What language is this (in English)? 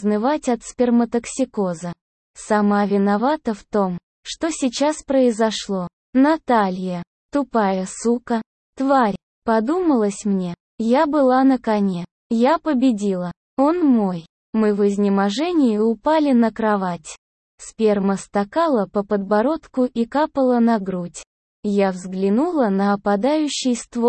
Russian